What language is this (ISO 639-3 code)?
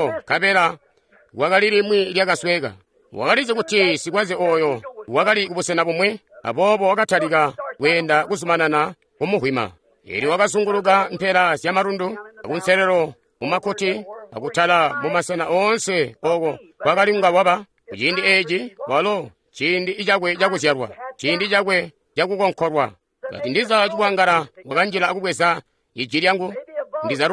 toi